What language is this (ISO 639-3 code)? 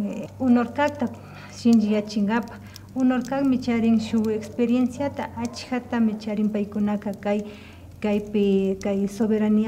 qvi